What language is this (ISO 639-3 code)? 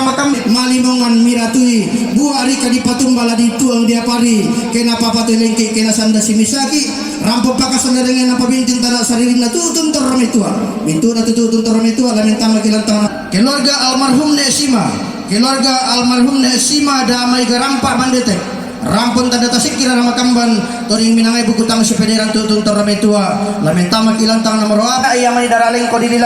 sda